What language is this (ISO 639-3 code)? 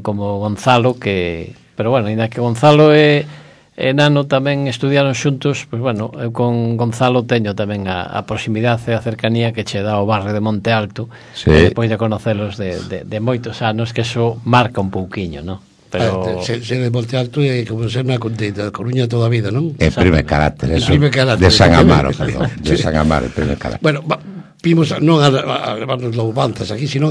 glg